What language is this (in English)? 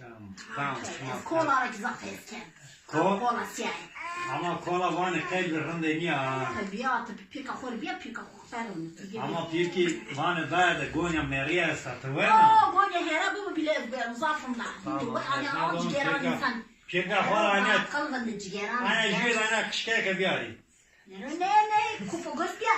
Zaza